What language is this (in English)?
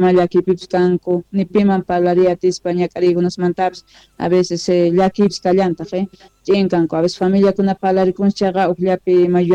Quechua